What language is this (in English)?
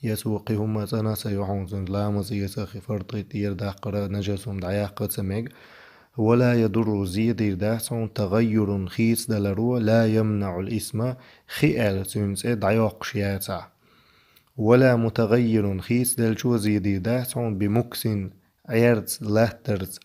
Chechen